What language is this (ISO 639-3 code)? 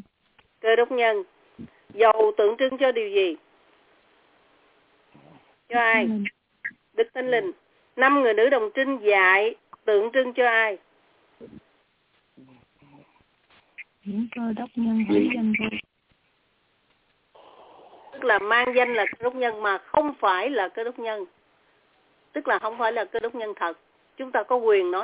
vie